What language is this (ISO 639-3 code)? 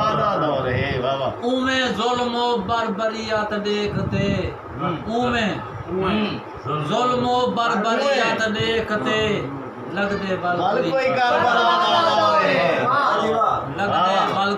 skr